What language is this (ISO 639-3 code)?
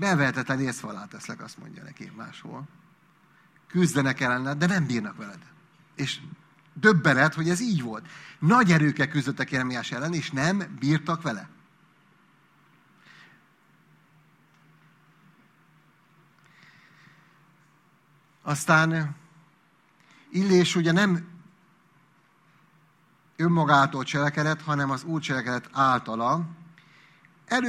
hun